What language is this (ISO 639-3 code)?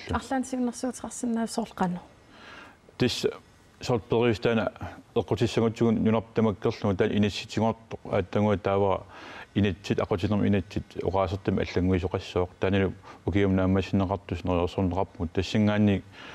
kal